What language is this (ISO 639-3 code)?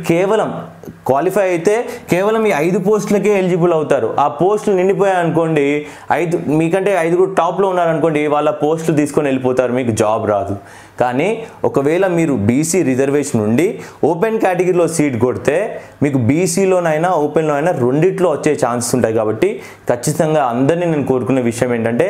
tel